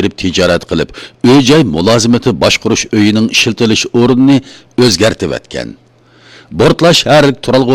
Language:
Uyghur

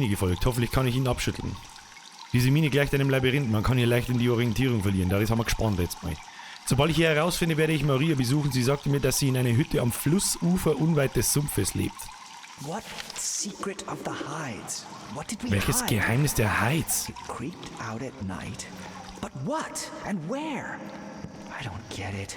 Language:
Bavarian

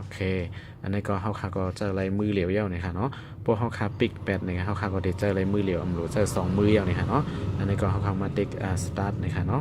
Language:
Shan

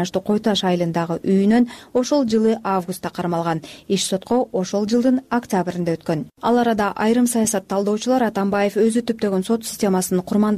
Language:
Kyrgyz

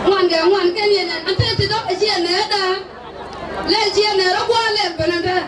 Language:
Nuer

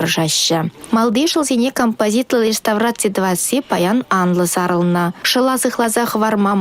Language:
Chuvash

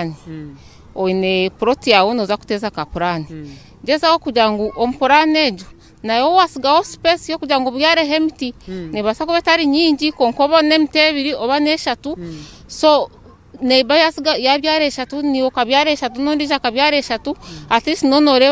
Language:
Nyankole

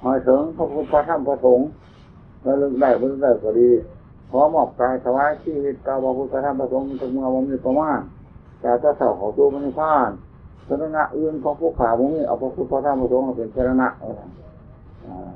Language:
Northeastern Thai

